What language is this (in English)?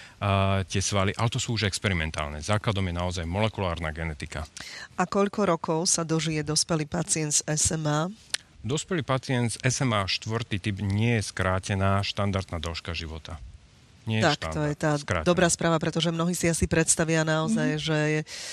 Slovak